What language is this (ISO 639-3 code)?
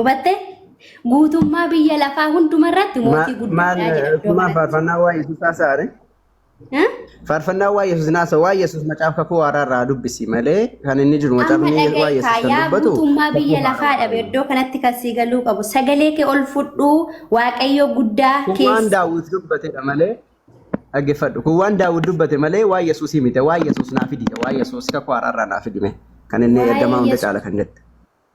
orm